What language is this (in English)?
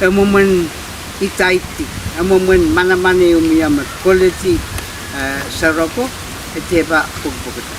Pohnpeian